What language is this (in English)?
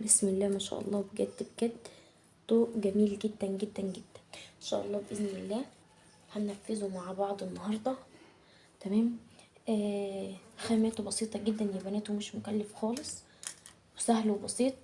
Egyptian Arabic